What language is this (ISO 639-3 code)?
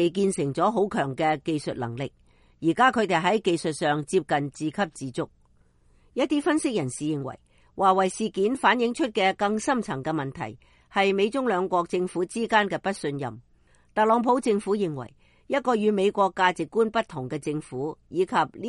yue